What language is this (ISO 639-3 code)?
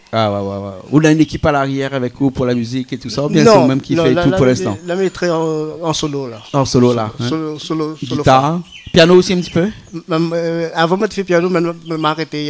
rcf